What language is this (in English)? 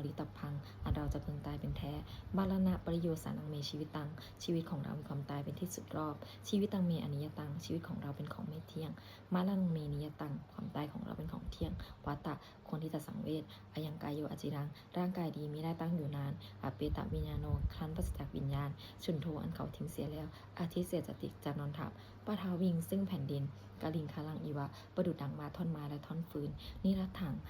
Pali